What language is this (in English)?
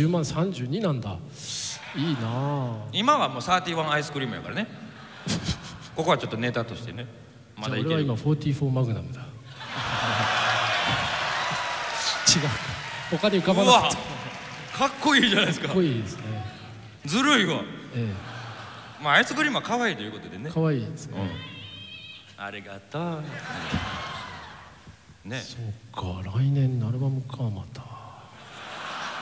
Japanese